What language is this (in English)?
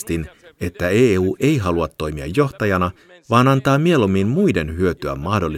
Finnish